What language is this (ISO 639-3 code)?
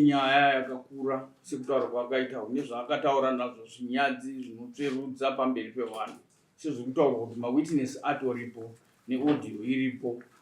sna